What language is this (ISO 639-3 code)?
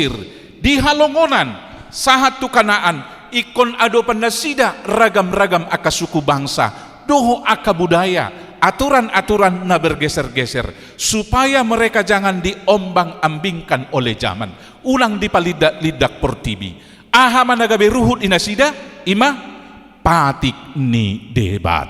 bbc